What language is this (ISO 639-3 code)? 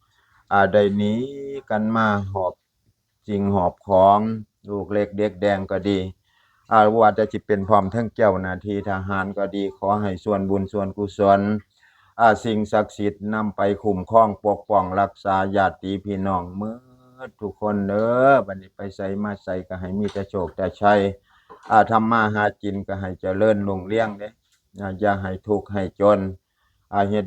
tts